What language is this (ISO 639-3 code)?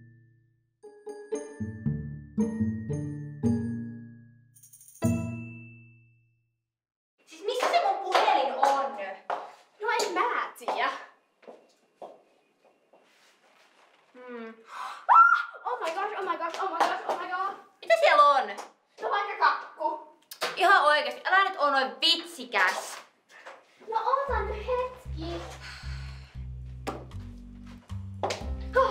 fin